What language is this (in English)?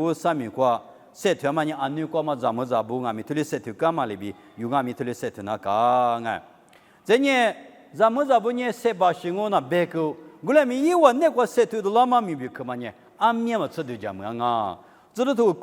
Lisu